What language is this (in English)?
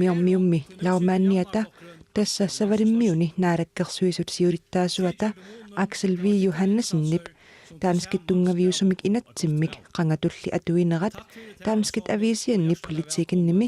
Kalaallisut